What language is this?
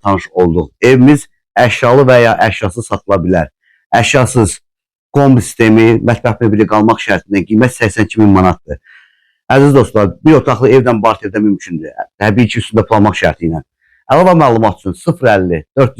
Azerbaijani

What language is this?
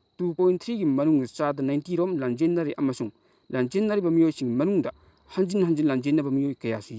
Manipuri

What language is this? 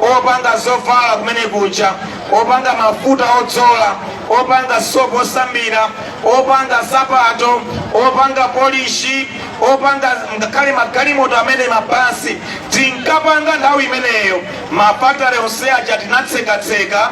Nyanja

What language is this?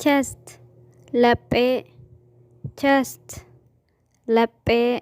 Oromo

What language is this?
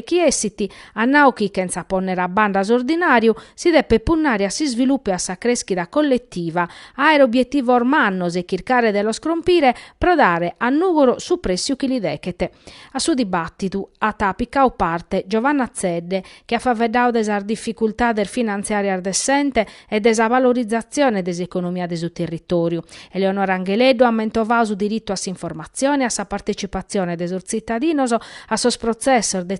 Sardinian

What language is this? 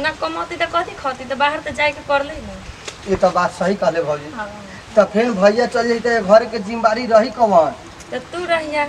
Bhojpuri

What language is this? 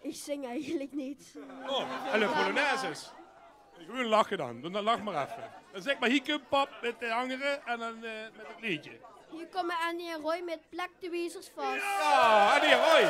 Limburgish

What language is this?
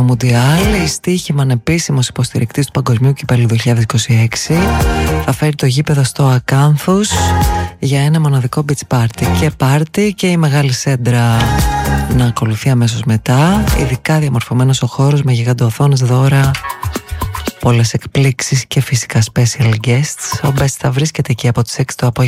Greek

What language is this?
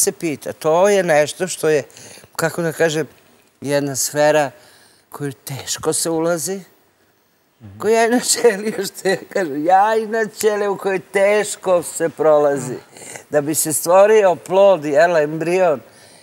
Serbian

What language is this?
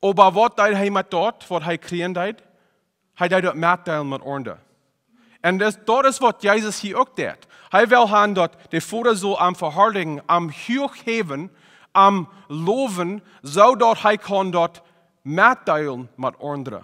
Plautdietsch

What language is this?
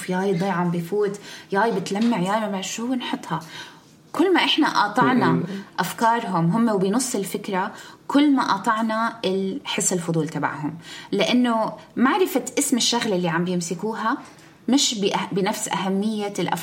North Levantine Arabic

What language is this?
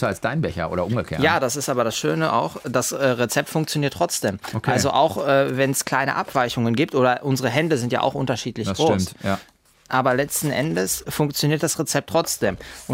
German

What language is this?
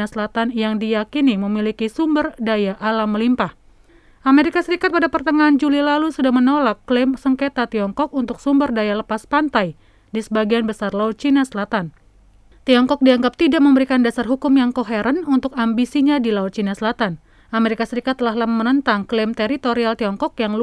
Indonesian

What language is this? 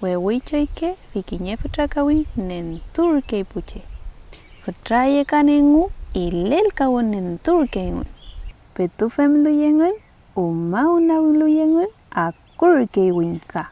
Mapuche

